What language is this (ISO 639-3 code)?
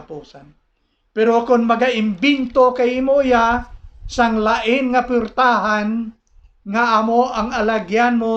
hil